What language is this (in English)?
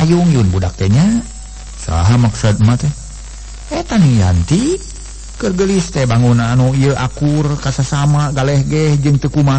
Sundanese